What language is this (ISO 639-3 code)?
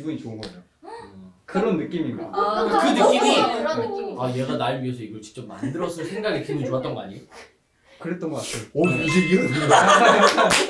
kor